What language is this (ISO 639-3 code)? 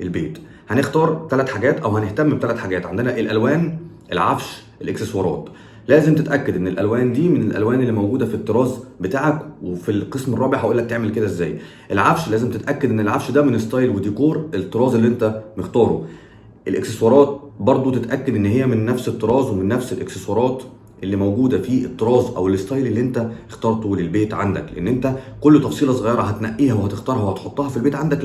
arz